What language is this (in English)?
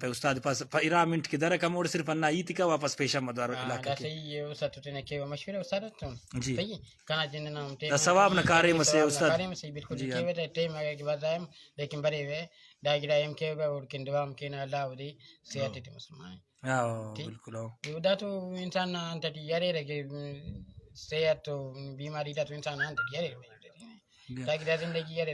Brahui